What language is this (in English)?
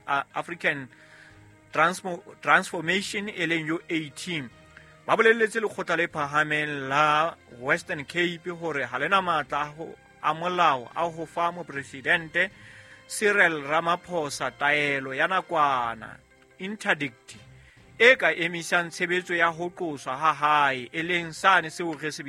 Southern Sotho